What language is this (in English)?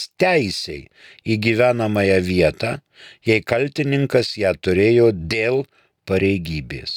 Lithuanian